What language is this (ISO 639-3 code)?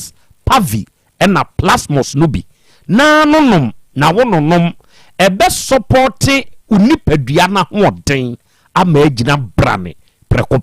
aka